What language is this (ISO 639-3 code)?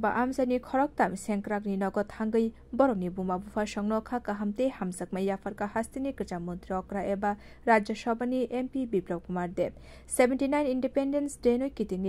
trp